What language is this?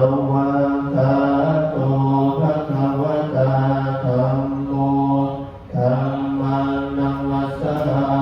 Pali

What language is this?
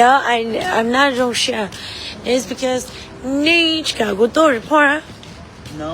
Hmong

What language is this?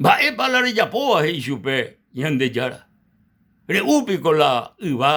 Guarani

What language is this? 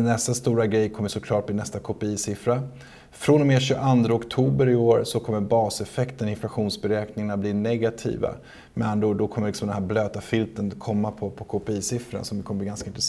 Swedish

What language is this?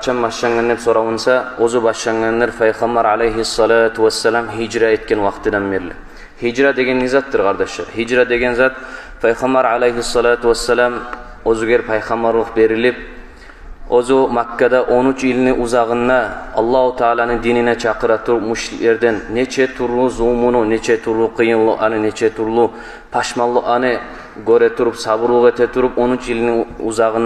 Kumyk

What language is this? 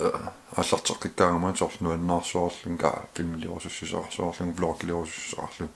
Kalaallisut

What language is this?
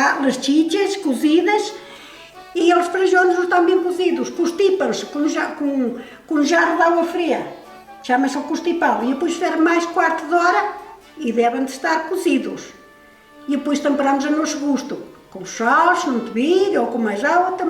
Mirandese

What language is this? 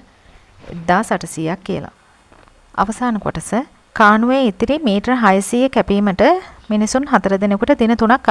Sinhala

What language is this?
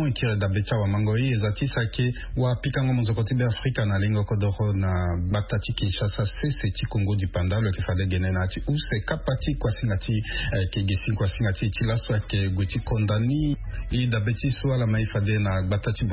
Sango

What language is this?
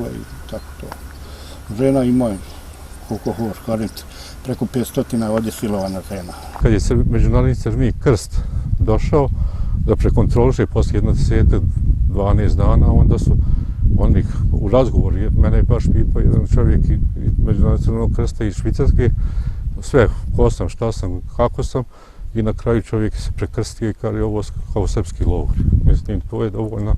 Bosnian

